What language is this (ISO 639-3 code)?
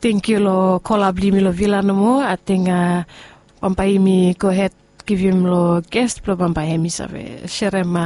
bis